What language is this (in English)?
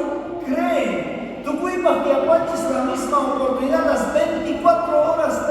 South Bolivian Quechua